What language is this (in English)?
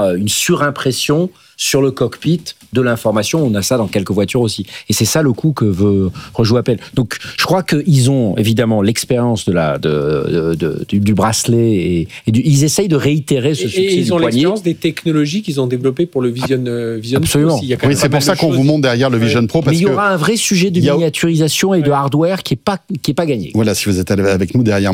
French